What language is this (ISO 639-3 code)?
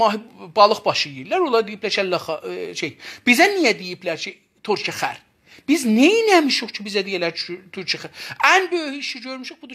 azb